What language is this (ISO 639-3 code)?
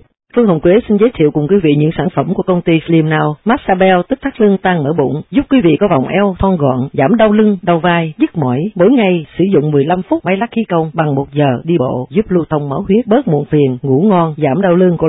vie